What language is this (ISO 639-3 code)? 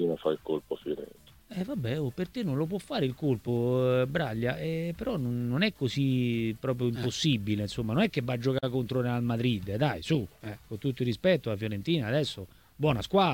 ita